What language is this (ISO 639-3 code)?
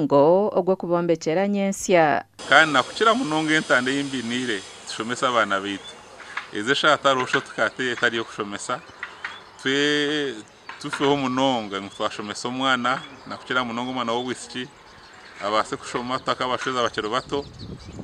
nyn